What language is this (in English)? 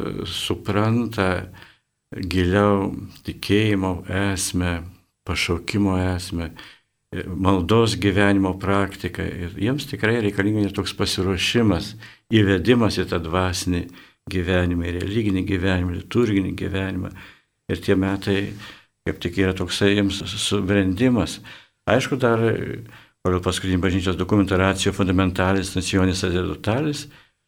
Lithuanian